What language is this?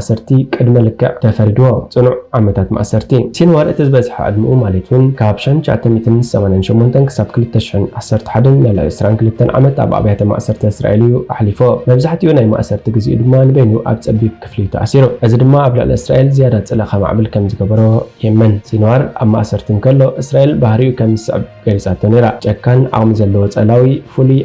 Tigrinya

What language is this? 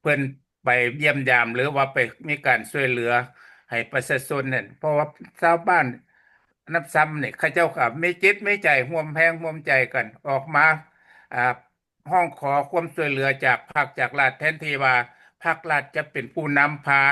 Lao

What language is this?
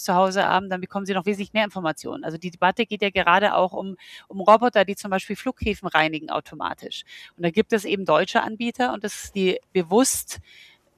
German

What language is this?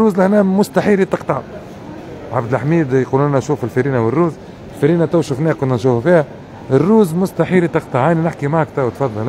Tunisian Arabic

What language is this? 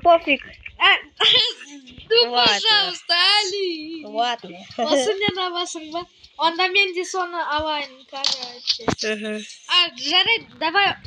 Kazakh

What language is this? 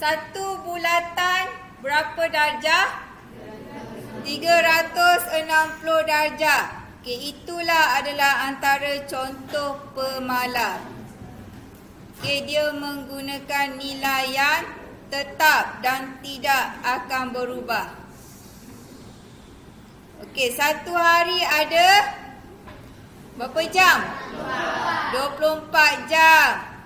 Malay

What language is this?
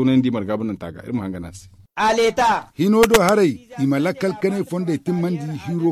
Zarma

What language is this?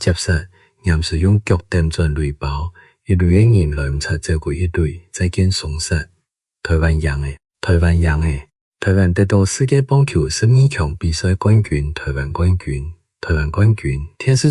Hakka Chinese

